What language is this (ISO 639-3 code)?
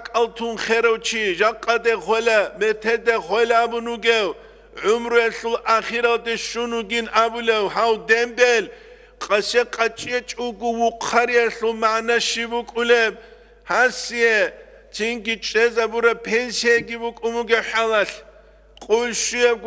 ava